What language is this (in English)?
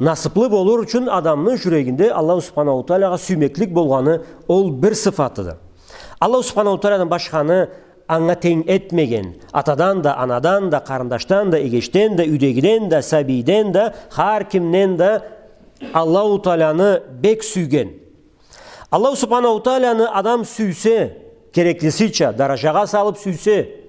Karachay-Balkar